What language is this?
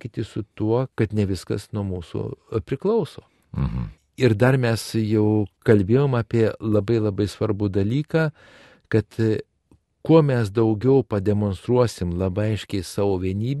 Lithuanian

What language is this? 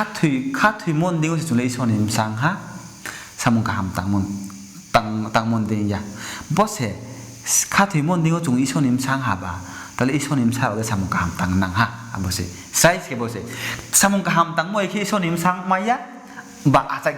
Riang (India)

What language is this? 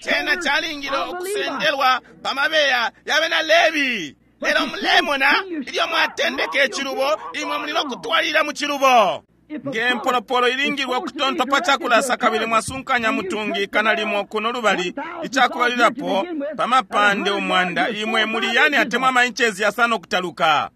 Bemba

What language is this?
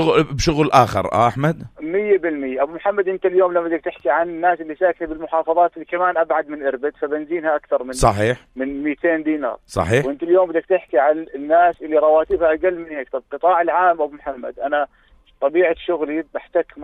North Levantine Arabic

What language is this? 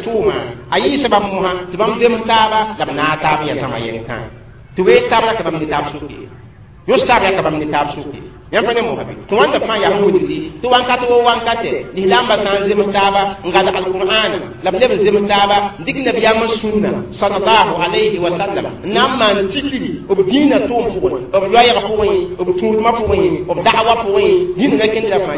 Mossi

